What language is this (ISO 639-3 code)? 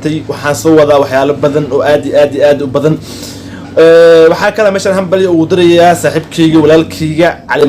som